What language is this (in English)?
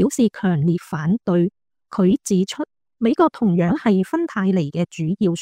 Cantonese